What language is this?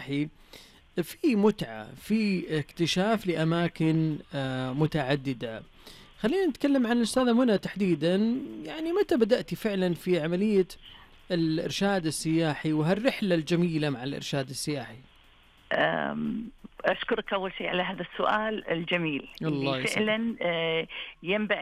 Najdi Arabic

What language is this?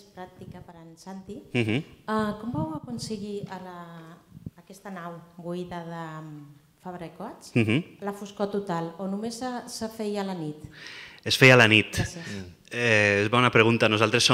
Catalan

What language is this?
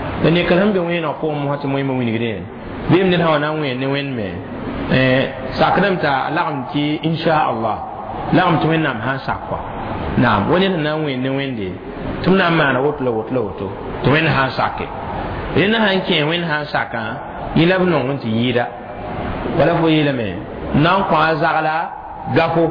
Mossi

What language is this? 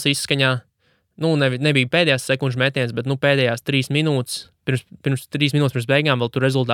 Latvian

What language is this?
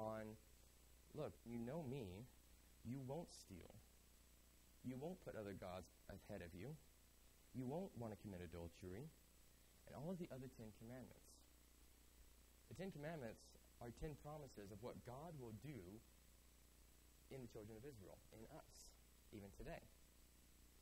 English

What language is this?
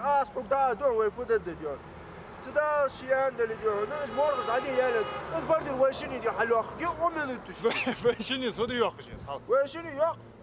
Ingush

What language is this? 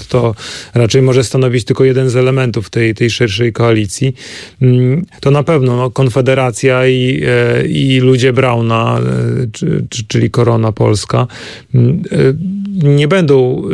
Polish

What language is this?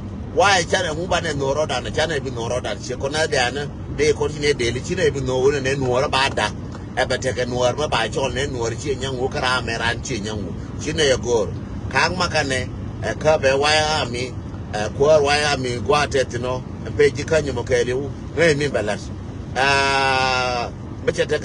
Nuer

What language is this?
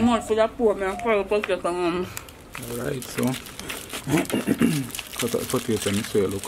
Jamaican Creole English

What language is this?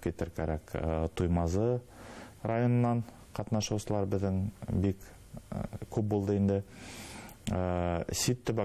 Bashkir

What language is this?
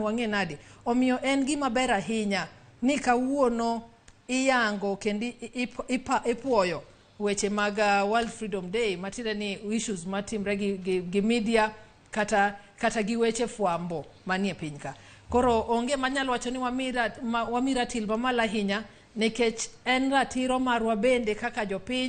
Luo (Kenya and Tanzania)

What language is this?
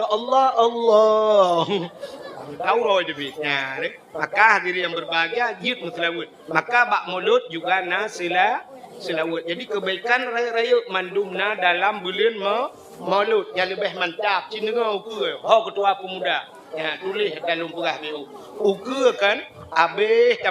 Achinese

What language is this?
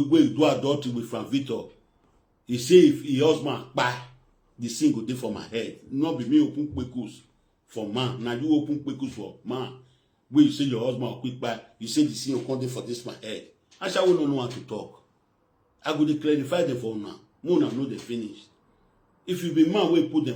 Nigerian Pidgin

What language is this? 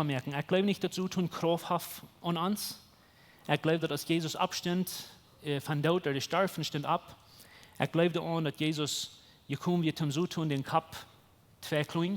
Plautdietsch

